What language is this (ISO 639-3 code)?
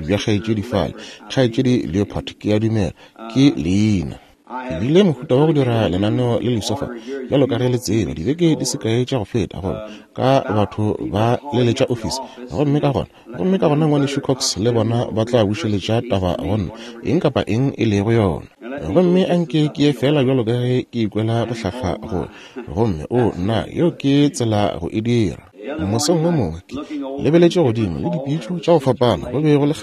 nso